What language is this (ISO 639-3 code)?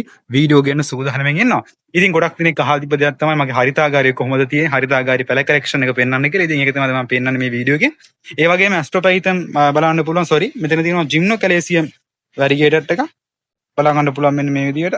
sin